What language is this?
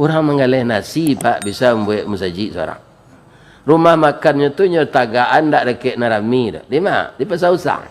Minangkabau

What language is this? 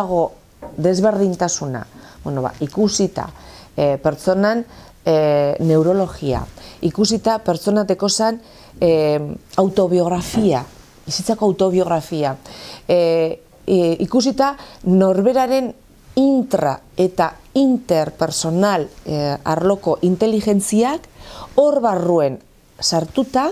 Basque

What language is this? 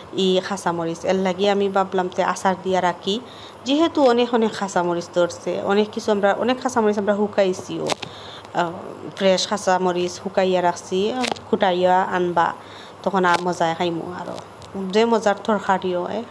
Sylheti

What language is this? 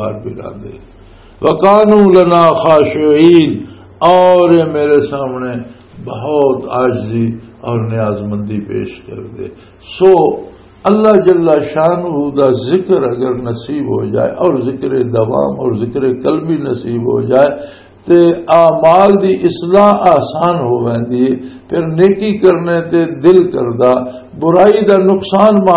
Western Panjabi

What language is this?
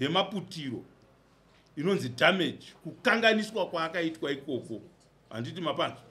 Shona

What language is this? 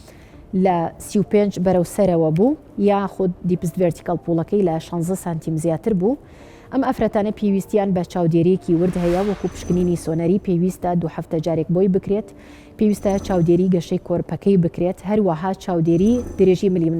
Central Kurdish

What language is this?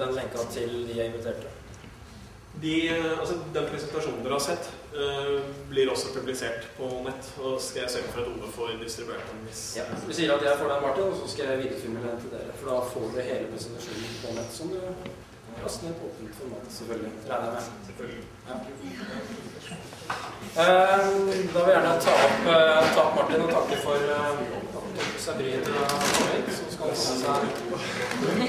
Norwegian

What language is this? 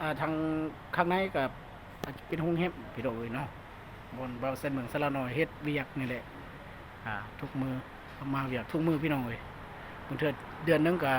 Lao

